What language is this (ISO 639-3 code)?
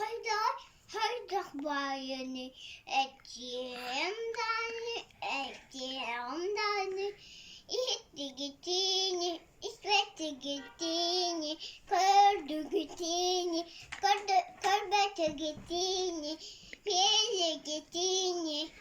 sah